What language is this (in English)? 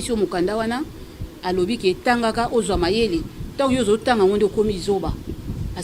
Lingala